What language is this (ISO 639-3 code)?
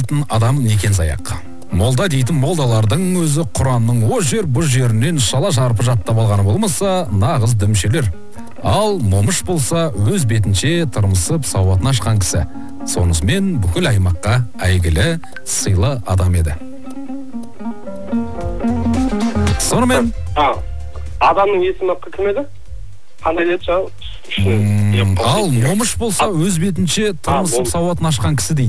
kaz